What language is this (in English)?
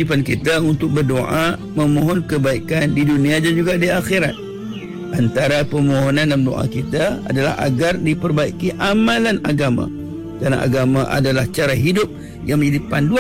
Malay